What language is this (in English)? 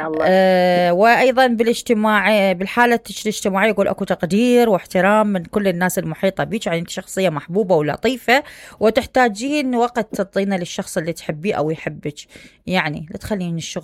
Mesopotamian Arabic